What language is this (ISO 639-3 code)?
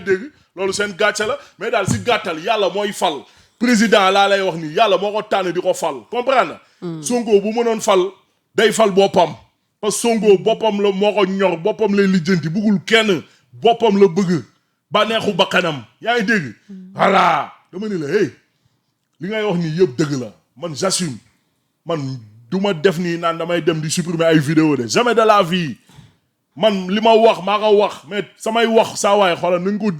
wol